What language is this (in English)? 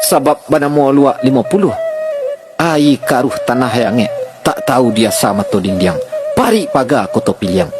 Minangkabau